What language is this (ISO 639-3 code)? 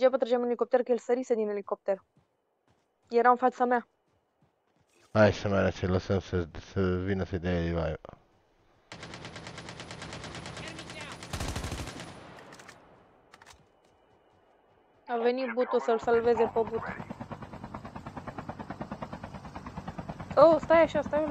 ron